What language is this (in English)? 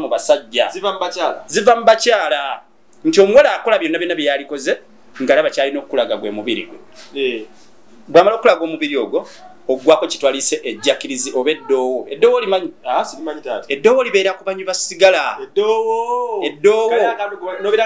Ganda